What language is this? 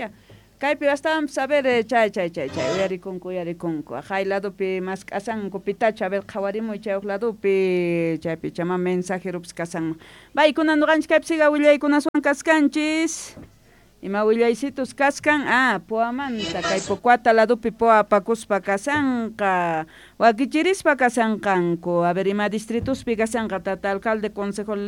South Bolivian Quechua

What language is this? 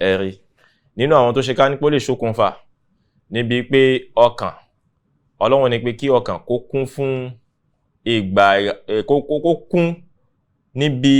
Yoruba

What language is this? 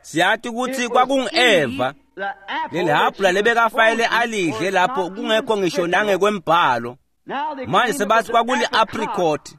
Swati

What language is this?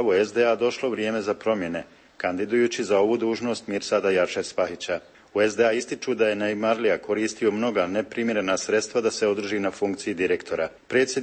Bosnian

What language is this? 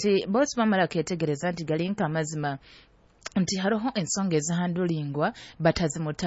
Nyoro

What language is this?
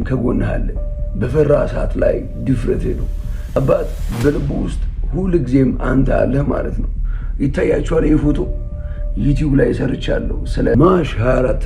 Amharic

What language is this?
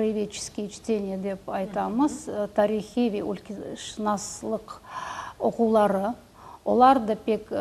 Crimean Tatar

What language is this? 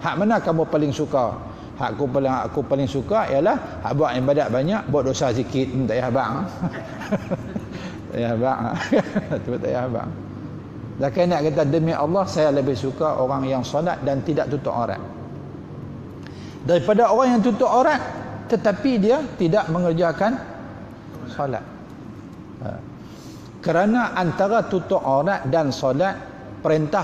Malay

